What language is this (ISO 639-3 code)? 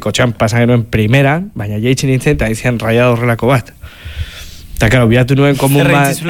eus